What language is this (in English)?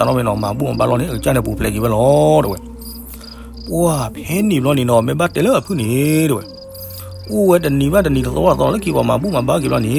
S'gaw Karen